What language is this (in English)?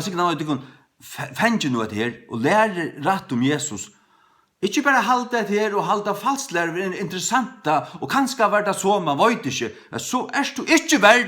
Faroese